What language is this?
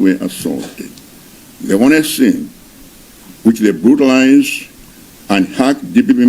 Nyanja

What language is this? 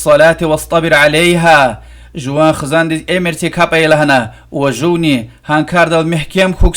Lezghian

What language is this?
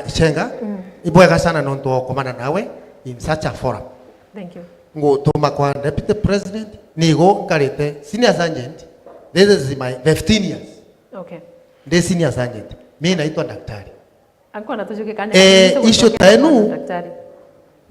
Meru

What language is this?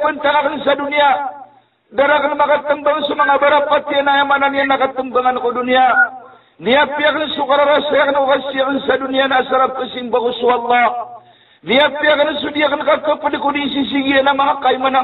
Maranao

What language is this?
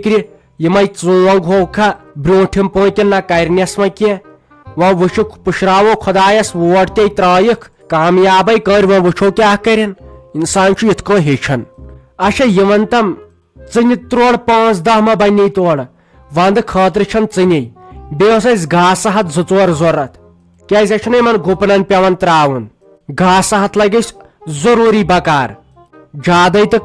Kashmiri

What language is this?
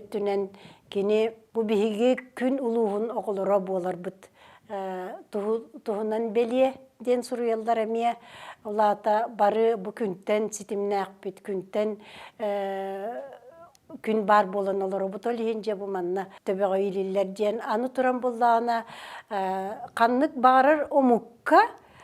Yakut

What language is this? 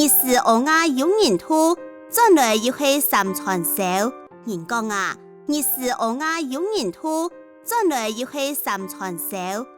Hakka Chinese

